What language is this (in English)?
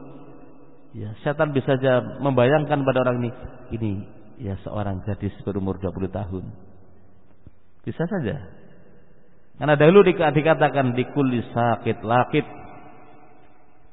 Indonesian